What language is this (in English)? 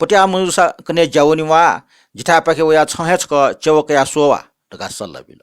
Newari